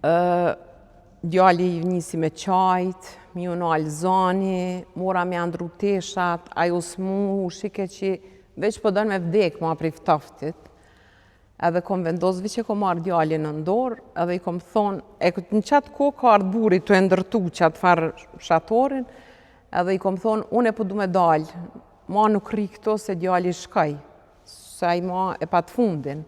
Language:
Albanian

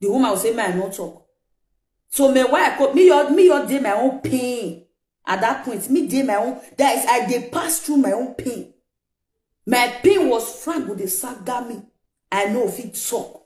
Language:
Nigerian Pidgin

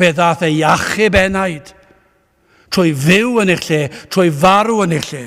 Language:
Welsh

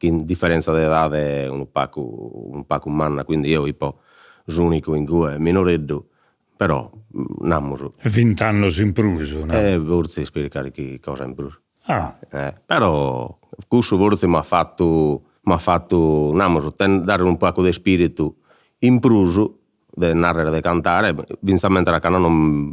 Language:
Sardinian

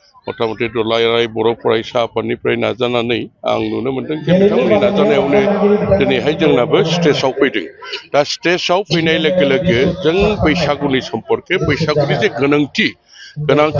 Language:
Bodo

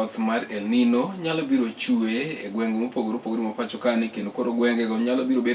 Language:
Luo (Kenya and Tanzania)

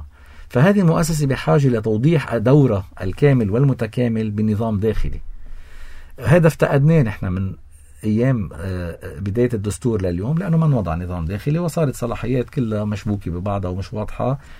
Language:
North Levantine Arabic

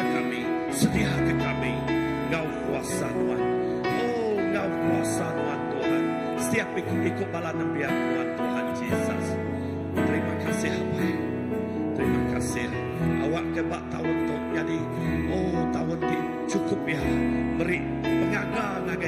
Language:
Iban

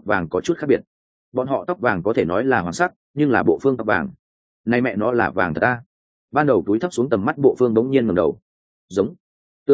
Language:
Vietnamese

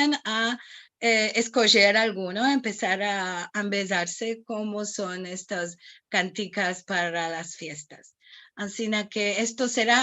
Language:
Ladino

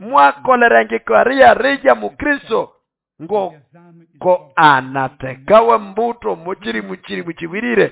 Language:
Nande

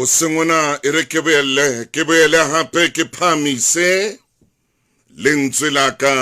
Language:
Southern Sotho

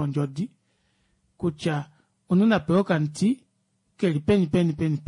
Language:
Kuanyama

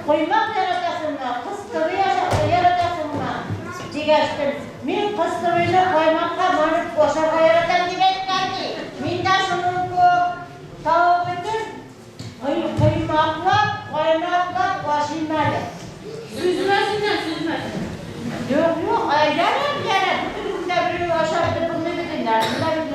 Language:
Bashkir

